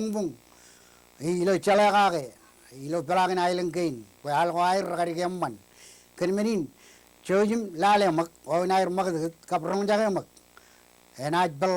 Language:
Marshallese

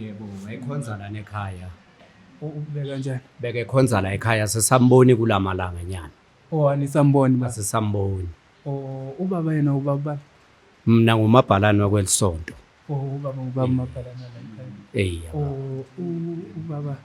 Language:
Zulu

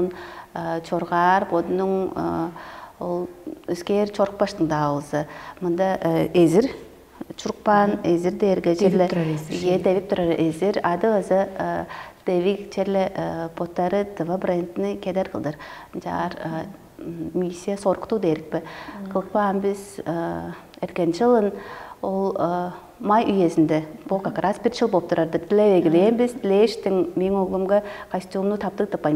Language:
Tuvinian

